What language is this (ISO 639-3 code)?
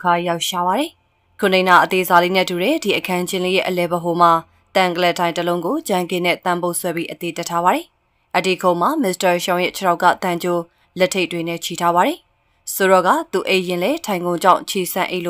mya